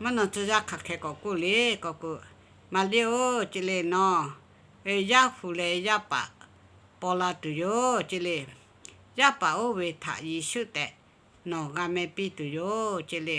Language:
Lahu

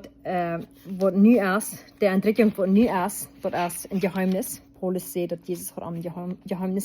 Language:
Plautdietsch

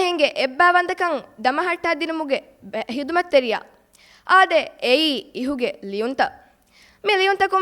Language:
Divehi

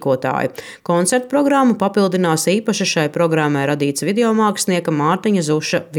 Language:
Latvian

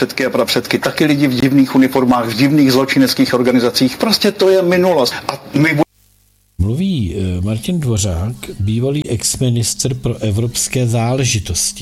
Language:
Czech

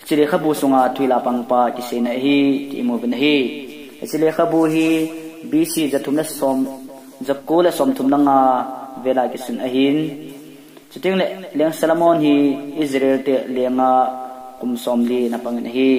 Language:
Thado Chin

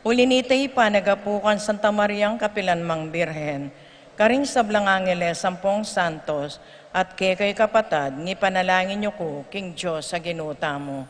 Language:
Pampanga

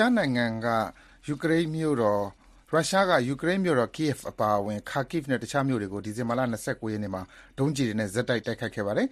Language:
Burmese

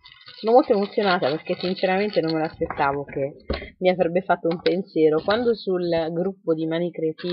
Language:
Italian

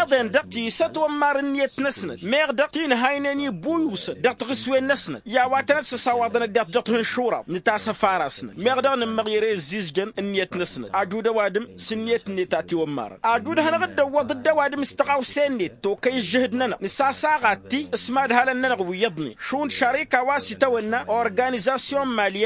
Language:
Tamasheq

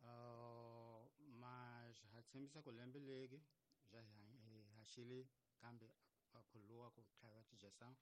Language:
Tsonga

